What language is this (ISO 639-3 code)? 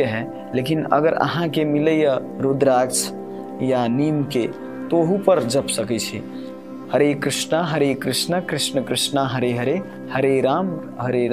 mai